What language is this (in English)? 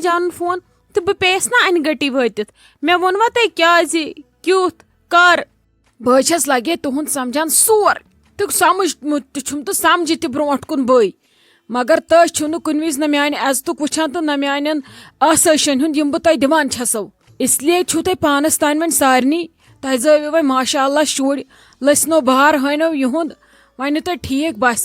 Kashmiri